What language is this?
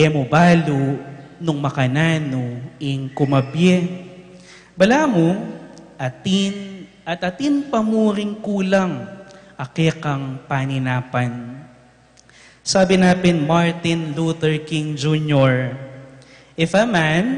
Pampanga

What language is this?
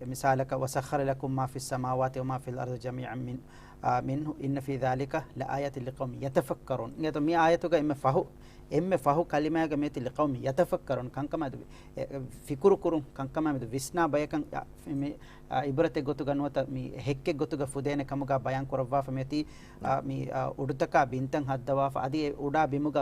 Divehi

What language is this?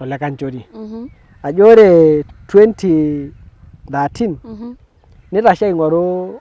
Masai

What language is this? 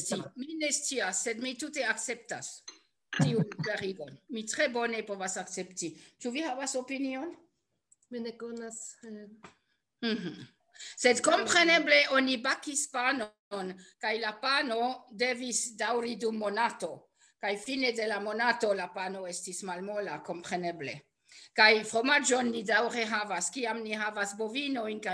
Esperanto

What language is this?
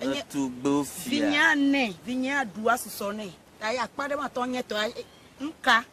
Ewe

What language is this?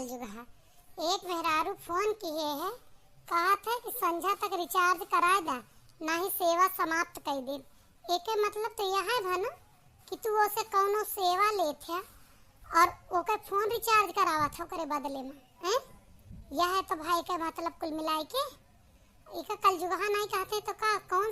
Awadhi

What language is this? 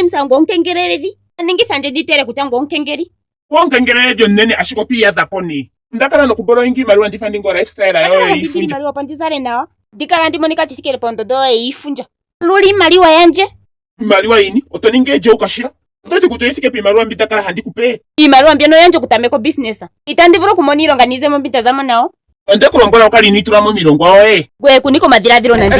Ndonga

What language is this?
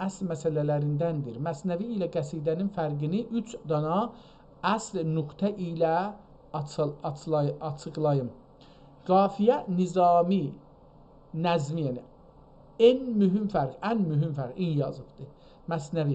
South Azerbaijani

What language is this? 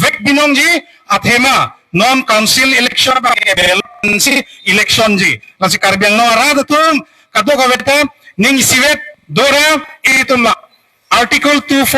Karbi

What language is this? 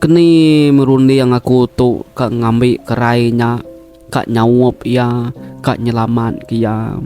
Iban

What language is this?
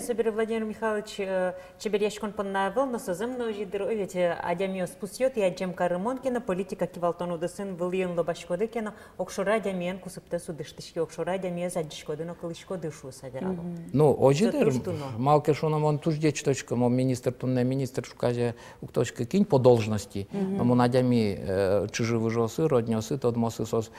Udmurt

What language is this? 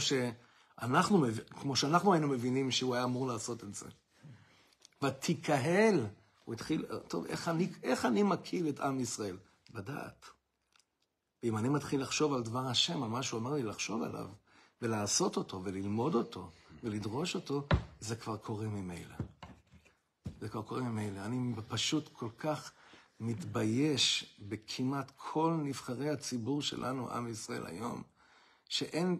Hebrew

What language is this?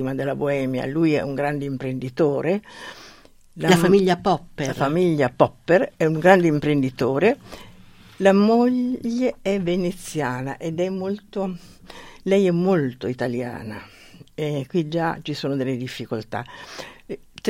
Italian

